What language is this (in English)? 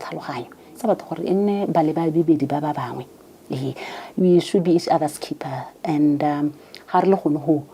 Tswana